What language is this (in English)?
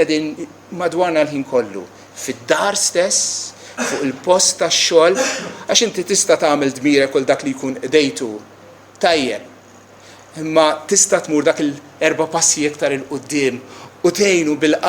Maltese